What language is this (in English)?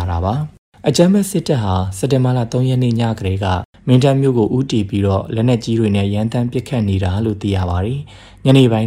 Burmese